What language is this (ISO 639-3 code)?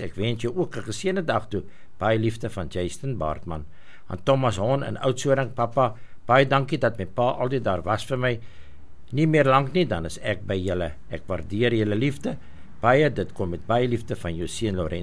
afr